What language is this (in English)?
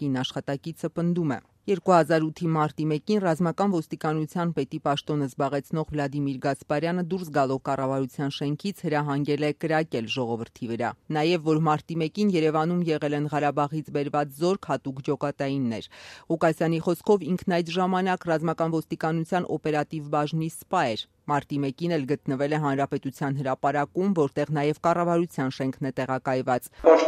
Armenian